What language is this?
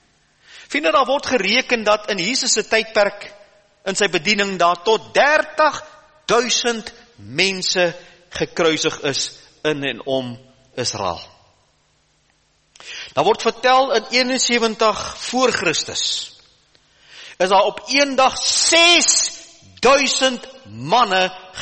Afrikaans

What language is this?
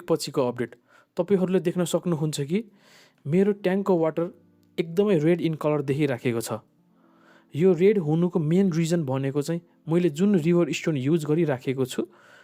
Nepali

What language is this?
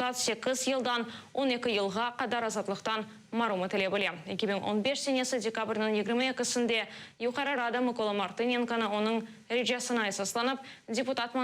Crimean Tatar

